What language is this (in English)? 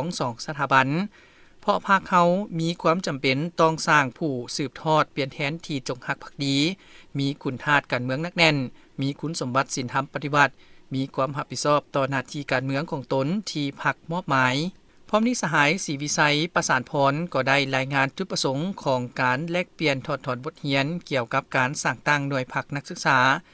Lao